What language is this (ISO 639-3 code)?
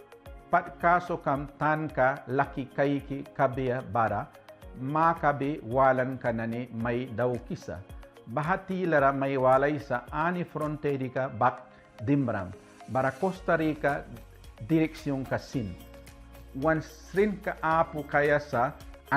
miq